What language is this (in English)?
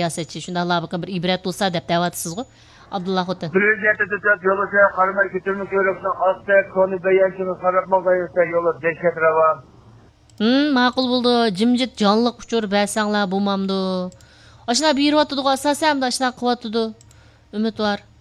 Uyghur